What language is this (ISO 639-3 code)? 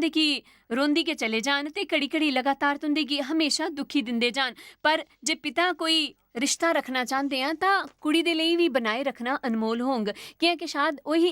doi